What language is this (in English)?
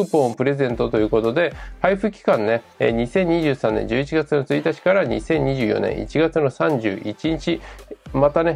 Japanese